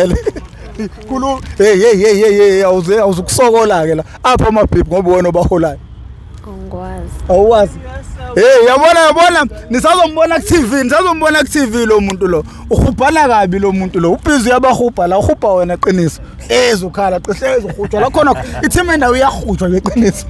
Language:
Zulu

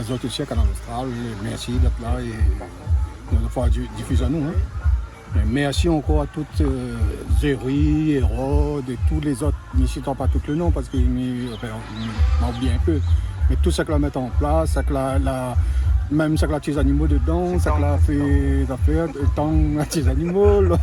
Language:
Réunion Creole French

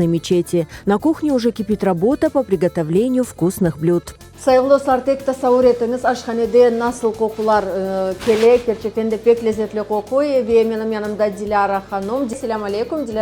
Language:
Crimean Tatar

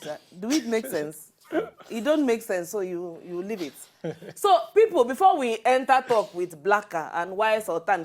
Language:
Nigerian Pidgin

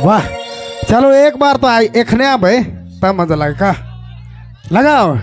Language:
Sadri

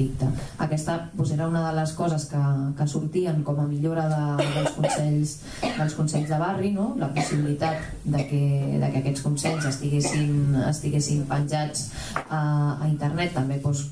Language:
Catalan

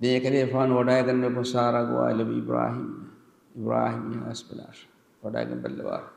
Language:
Divehi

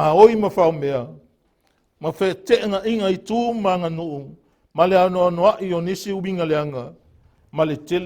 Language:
Samoan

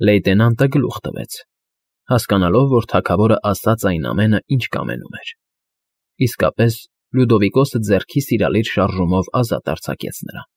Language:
Armenian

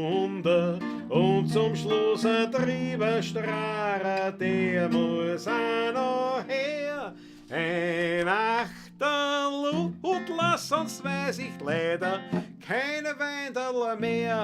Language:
Bavarian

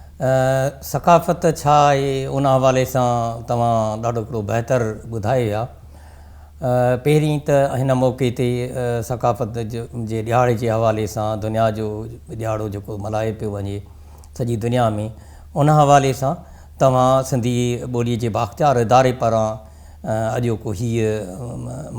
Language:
Sindhi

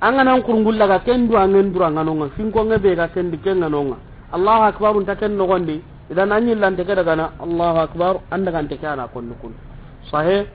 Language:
Soninke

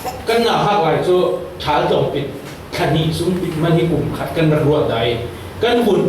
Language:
Falam Chin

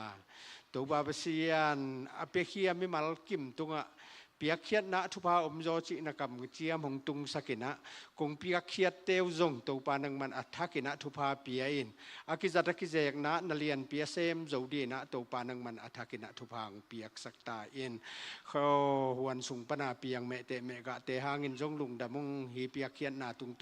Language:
Tedim Chin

